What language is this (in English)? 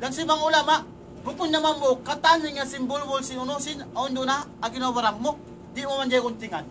Tausug